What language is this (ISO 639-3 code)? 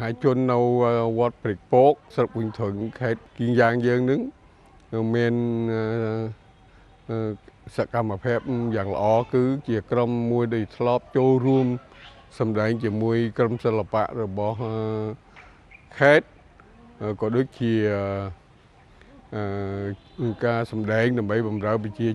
khm